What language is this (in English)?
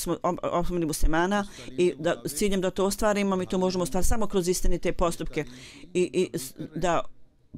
Bosnian